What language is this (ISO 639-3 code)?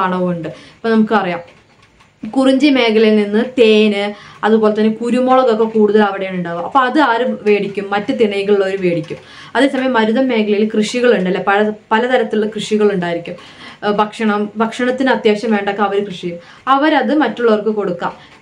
mal